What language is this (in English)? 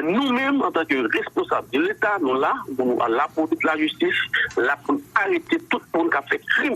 Haitian Creole